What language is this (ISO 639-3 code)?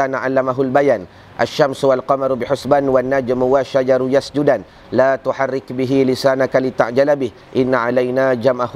msa